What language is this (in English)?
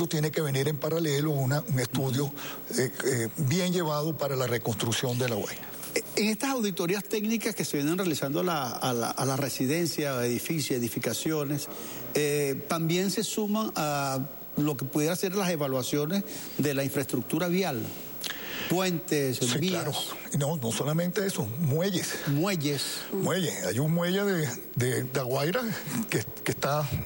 Spanish